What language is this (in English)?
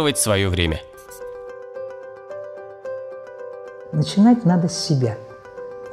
Russian